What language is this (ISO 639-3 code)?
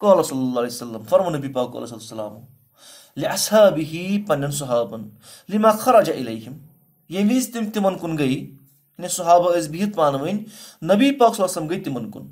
kas